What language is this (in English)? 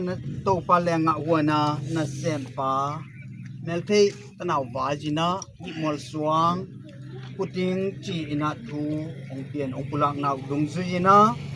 Tedim Chin